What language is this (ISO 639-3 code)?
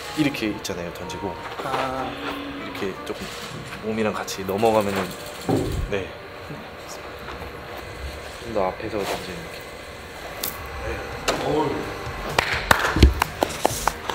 kor